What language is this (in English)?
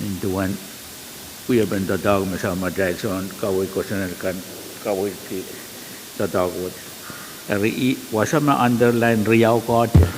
Pohnpeian